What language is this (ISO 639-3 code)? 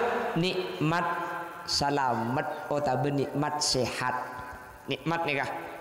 mad